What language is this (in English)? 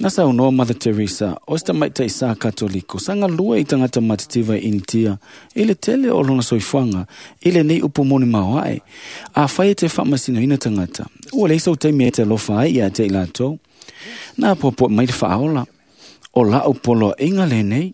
Samoan